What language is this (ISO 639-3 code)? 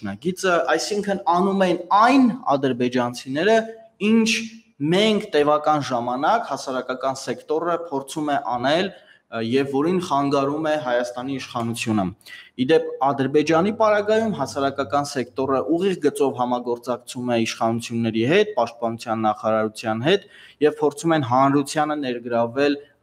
hye